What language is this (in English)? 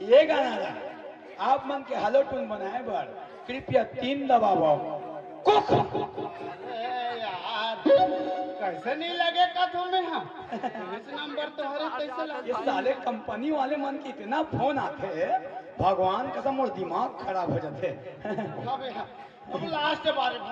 Chhattisgarhi